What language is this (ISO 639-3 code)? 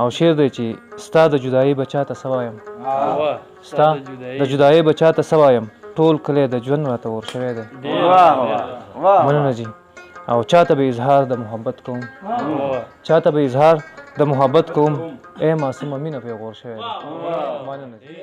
pus